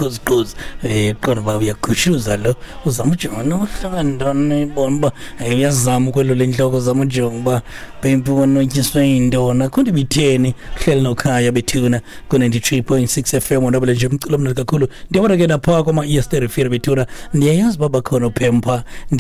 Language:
Xhosa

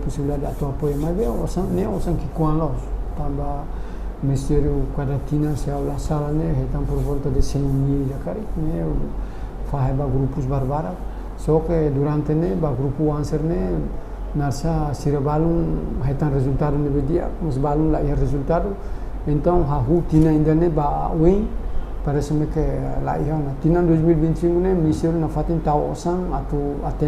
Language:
Tetum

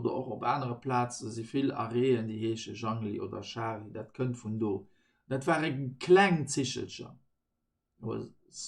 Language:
Luxembourgish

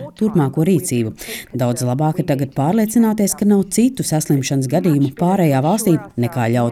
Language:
Latvian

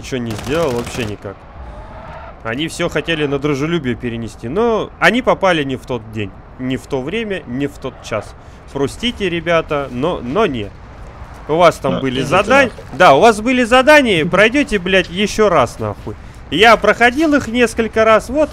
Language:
Russian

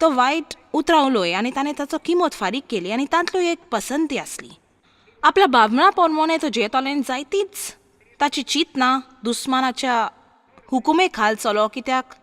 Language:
Konkani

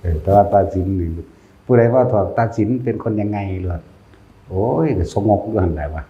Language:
Northeastern Thai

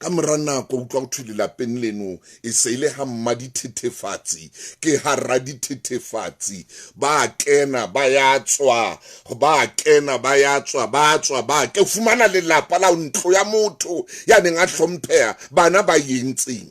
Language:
Southern Sotho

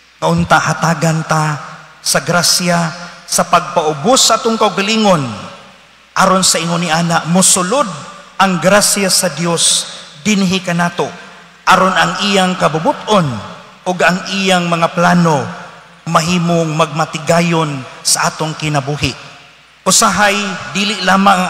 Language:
Cebuano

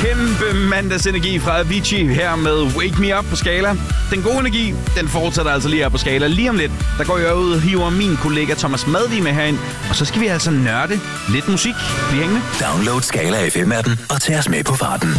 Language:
Danish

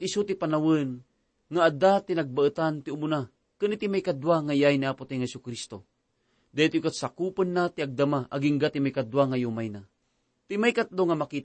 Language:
Iloko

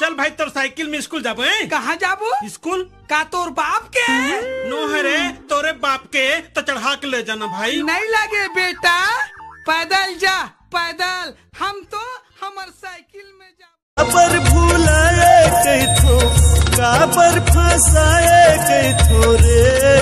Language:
Chhattisgarhi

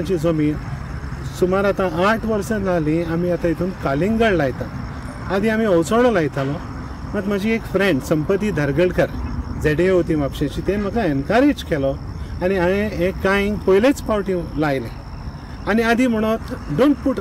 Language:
Konkani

